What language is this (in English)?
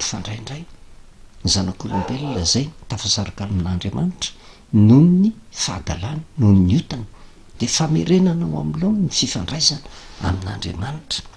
Malagasy